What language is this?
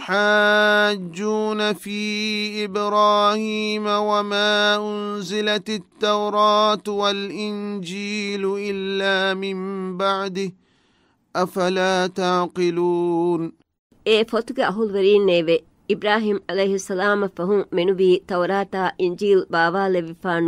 Divehi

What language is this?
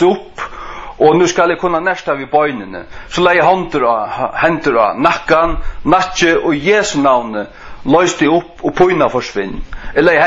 Faroese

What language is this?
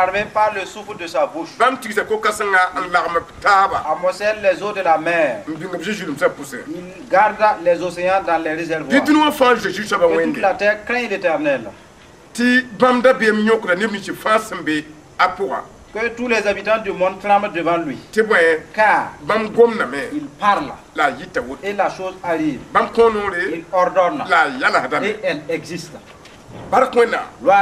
Mossi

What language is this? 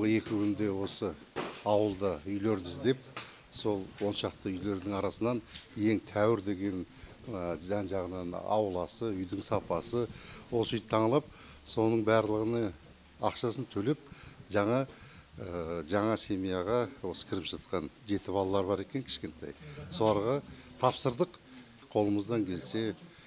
Kazakh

